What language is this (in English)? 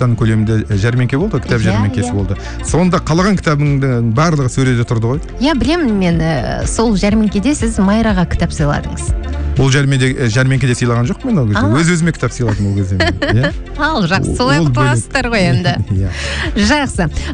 Kazakh